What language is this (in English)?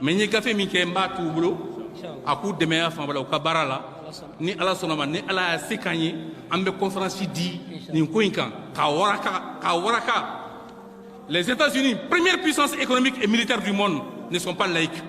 Bambara